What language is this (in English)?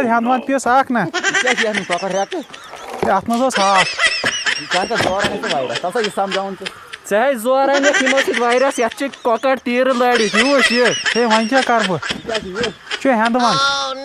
Kashmiri